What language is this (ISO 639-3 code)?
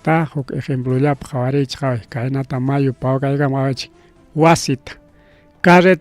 quy